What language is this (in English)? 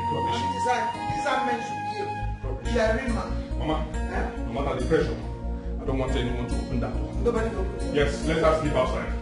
Nigerian Pidgin